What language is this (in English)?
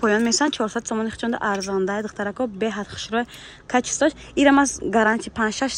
Tajik